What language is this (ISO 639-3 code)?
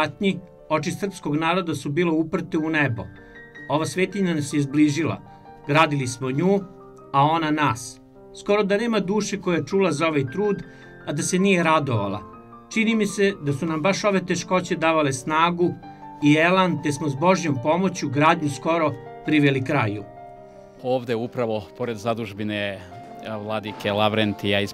srp